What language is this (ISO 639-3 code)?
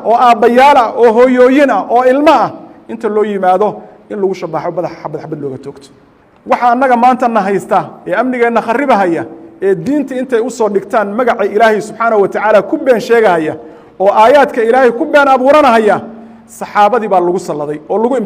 som